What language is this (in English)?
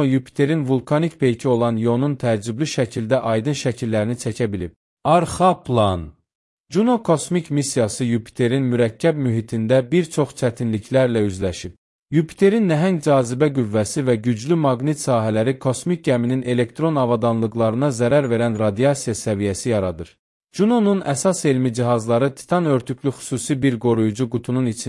Azerbaijani